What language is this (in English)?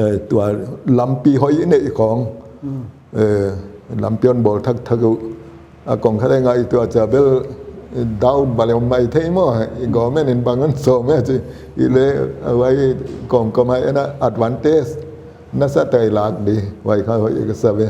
Paite Chin